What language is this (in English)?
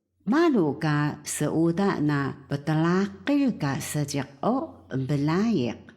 Taroko